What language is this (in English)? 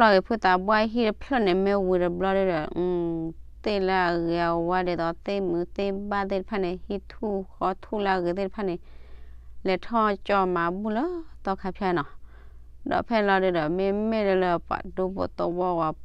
S'gaw Karen